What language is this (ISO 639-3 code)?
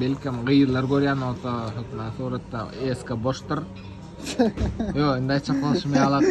tuk